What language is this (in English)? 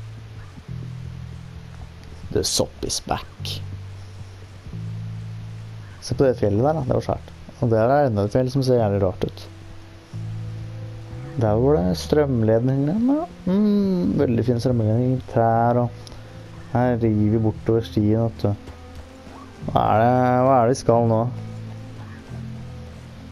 Norwegian